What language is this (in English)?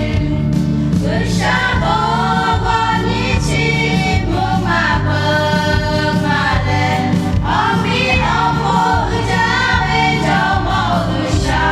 Lahu